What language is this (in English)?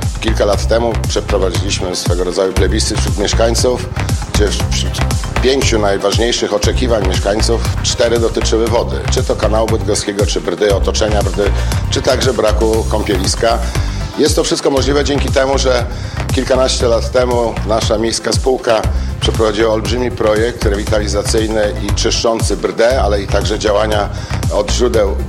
Polish